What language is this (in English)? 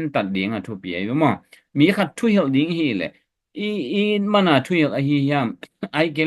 Tedim Chin